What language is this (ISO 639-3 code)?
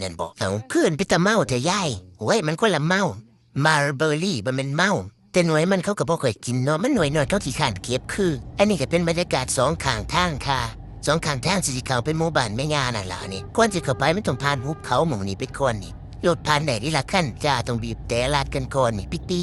lao